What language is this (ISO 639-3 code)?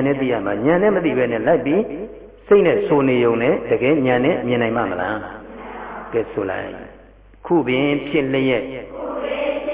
mya